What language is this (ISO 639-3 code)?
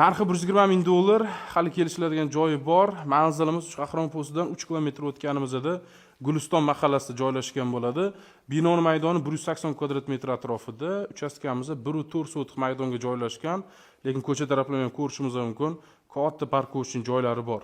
uzb